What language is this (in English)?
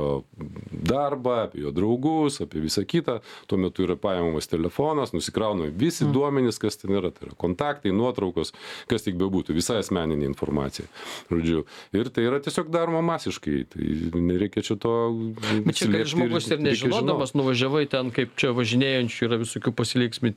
Lithuanian